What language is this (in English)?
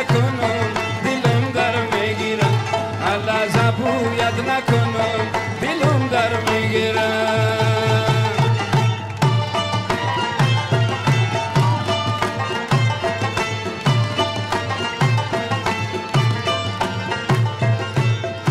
Persian